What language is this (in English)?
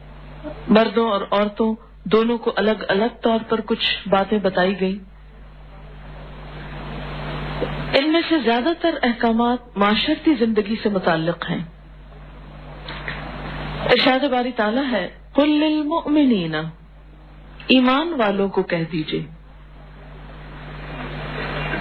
Urdu